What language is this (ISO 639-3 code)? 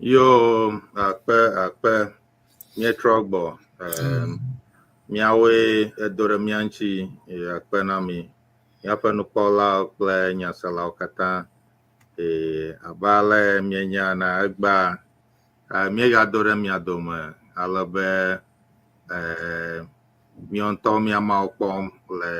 ewe